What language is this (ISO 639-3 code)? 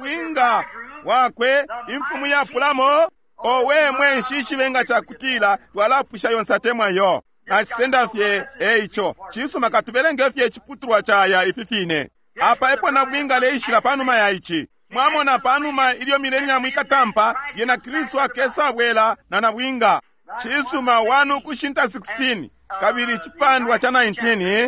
bem